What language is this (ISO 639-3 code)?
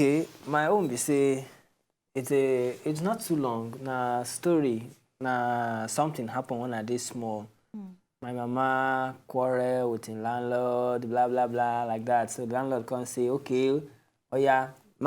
pcm